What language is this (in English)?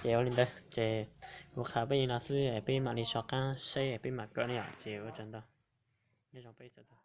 Hmong